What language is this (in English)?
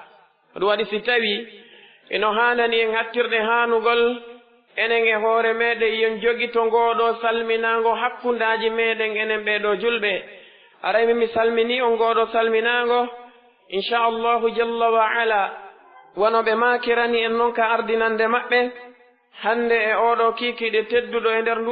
Pular